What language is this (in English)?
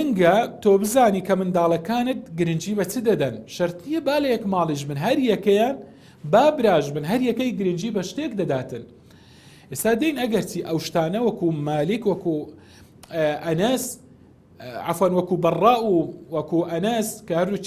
Central Kurdish